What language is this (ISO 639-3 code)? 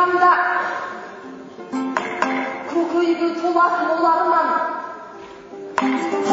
kaz